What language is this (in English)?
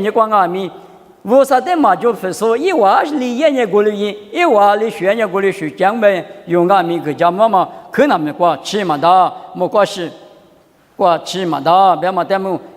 Lisu